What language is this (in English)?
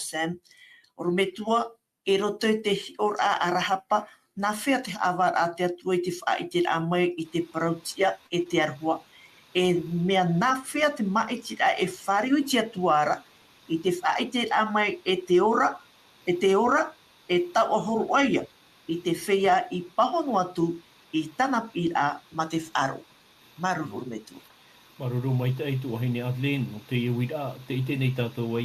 Tahitian